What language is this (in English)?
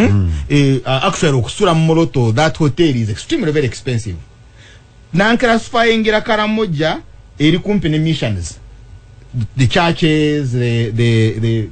Ganda